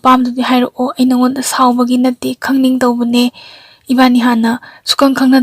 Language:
Manipuri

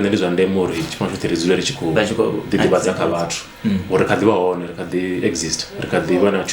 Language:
Venda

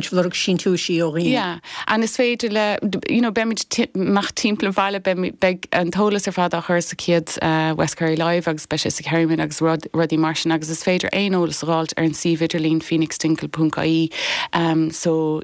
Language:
Irish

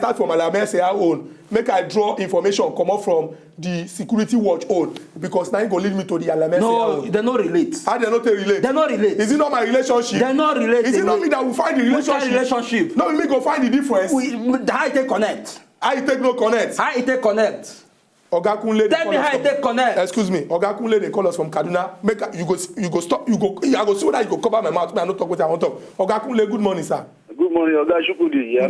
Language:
Nigerian Pidgin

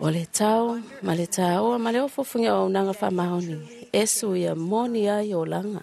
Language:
Samoan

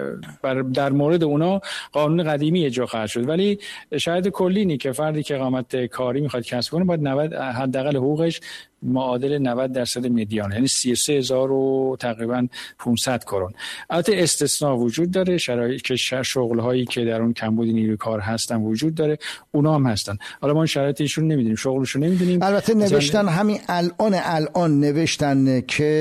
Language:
Persian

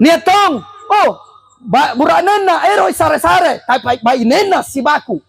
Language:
Makasar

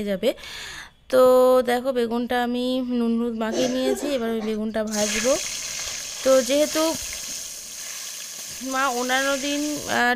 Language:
Bangla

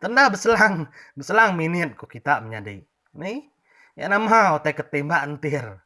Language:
Iban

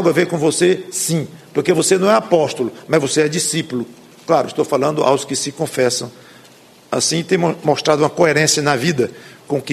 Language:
Portuguese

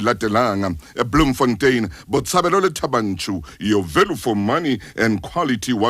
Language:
Southern Sotho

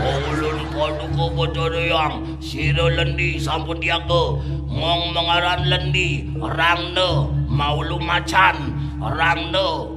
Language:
Balinese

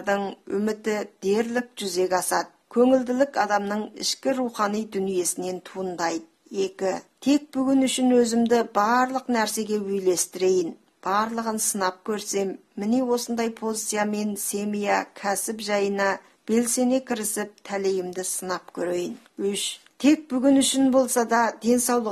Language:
Kazakh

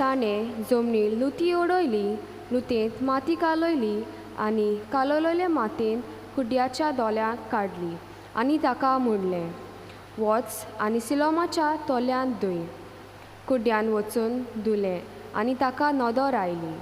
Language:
Konkani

